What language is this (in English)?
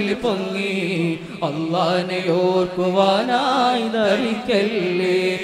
Malayalam